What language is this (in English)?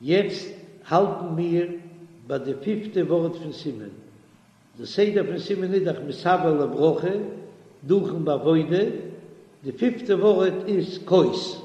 Yiddish